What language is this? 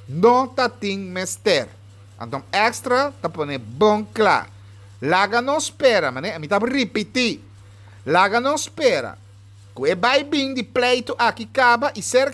Papiamento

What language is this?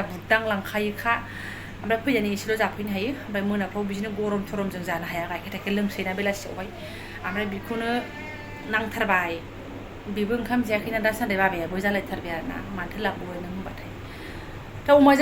Bodo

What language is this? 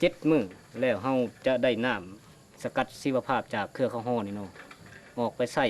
Lao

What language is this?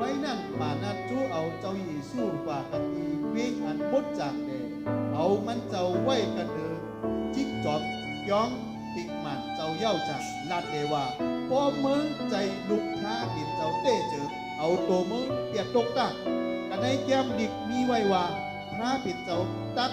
Shan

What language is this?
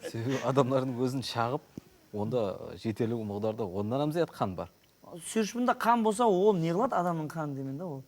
Kara-Kalpak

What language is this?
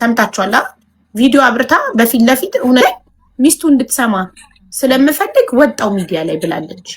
Amharic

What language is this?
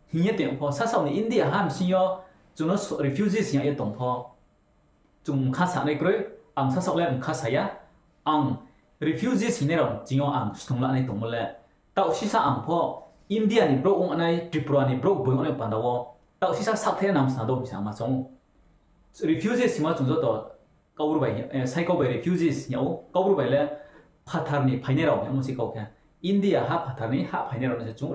Riang (India)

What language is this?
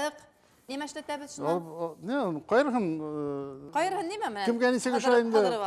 Bashkir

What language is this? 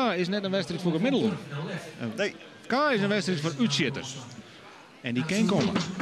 Western Frisian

